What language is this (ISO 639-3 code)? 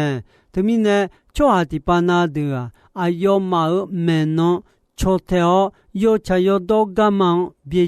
ahk